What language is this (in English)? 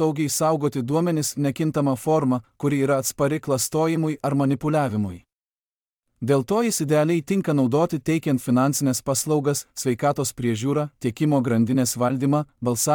Lithuanian